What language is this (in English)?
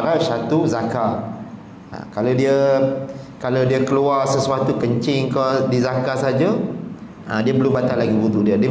Malay